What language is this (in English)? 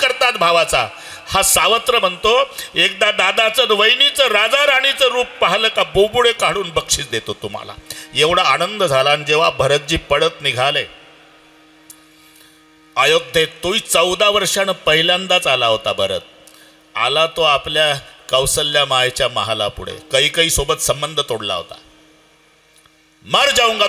Marathi